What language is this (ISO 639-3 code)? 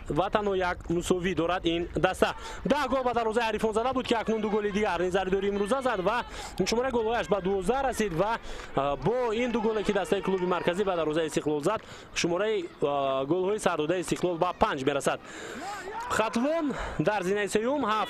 tgk